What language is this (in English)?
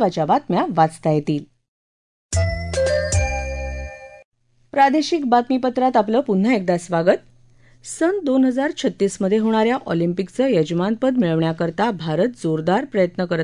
Marathi